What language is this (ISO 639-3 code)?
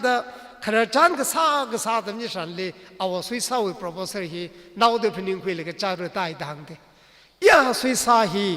nmf